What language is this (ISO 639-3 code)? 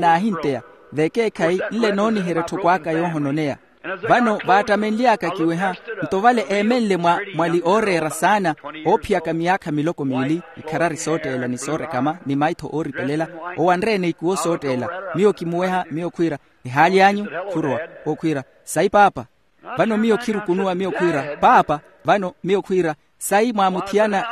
vmw